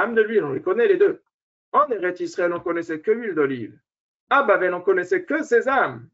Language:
French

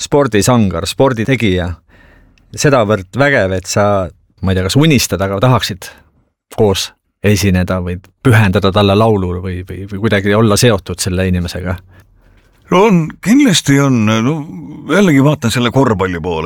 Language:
Estonian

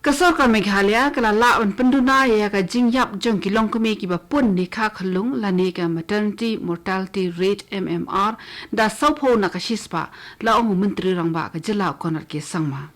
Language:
Khasi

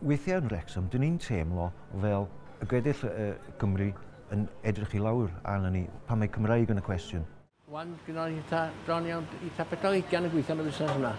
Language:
Welsh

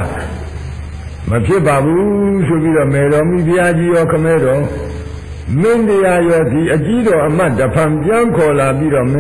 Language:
Burmese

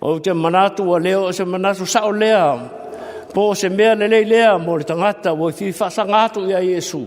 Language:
Samoan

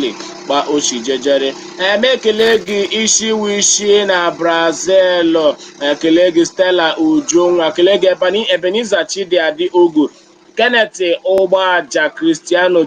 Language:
Igbo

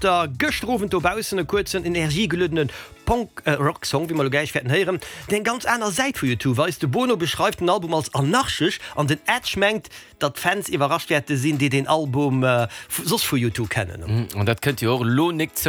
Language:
Luxembourgish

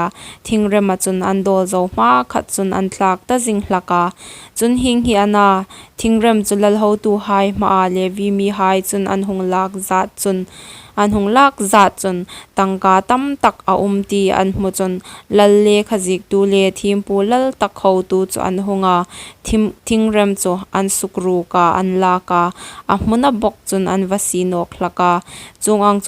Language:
Hmar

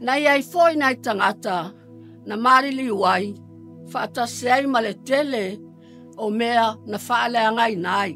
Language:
Samoan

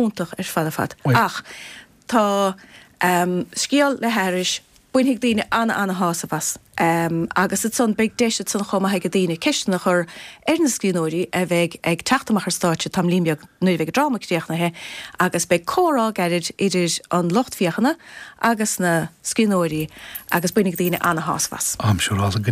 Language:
Irish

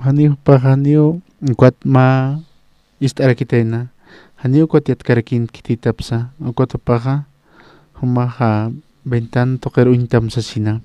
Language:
Aymara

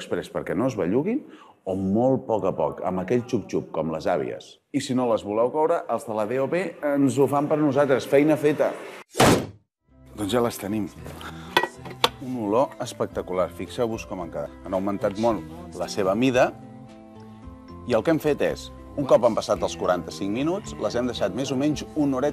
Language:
Catalan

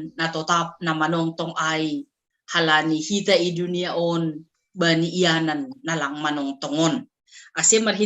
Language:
Batak Simalungun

